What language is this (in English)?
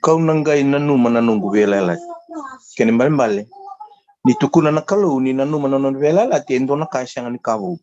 Fijian